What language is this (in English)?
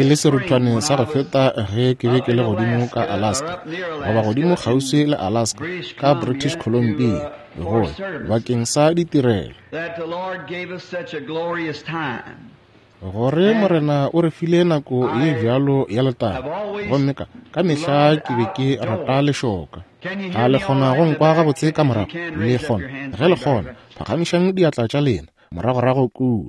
Northern Sotho